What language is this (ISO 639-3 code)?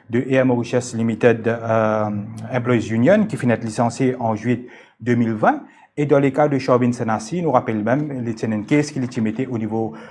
mfe